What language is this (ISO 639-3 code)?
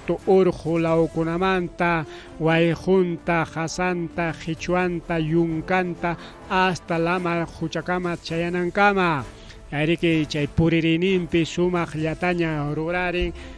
quy